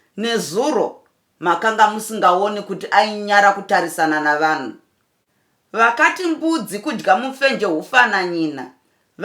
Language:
Shona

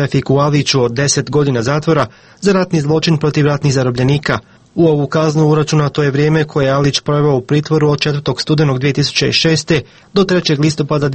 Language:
Croatian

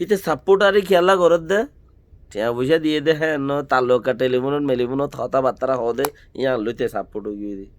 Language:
Rohingya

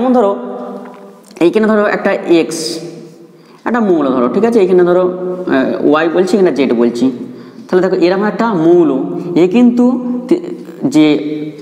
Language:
Bangla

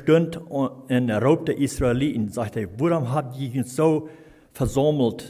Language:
Plautdietsch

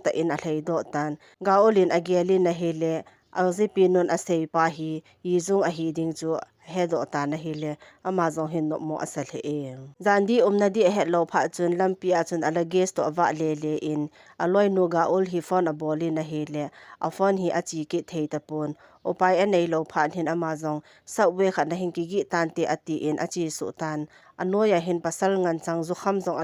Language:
Thado Chin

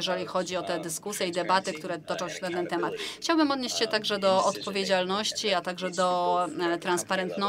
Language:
Polish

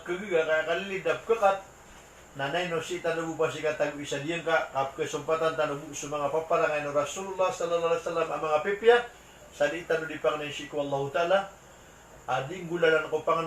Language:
Maranao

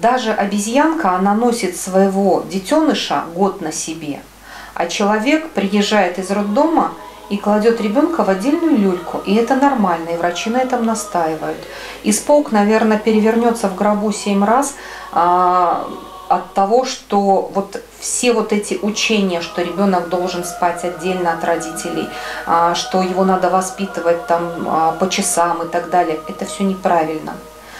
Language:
Russian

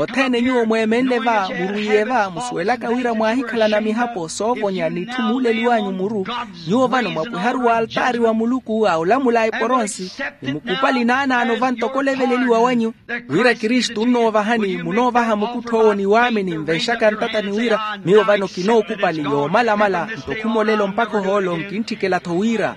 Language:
Makhuwa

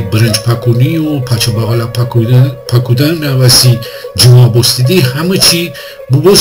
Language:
Gilaki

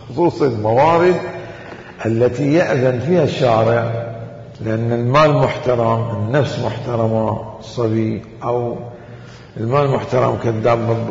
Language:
Mesopotamian Arabic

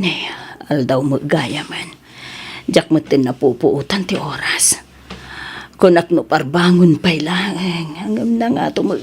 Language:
Iloko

